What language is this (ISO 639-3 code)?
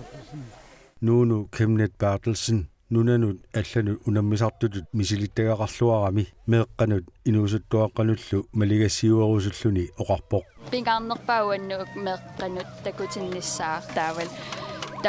kal